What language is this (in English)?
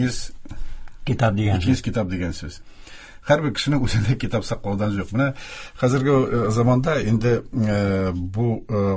Tatar